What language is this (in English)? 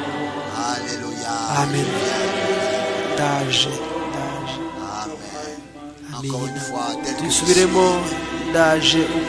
Kinyarwanda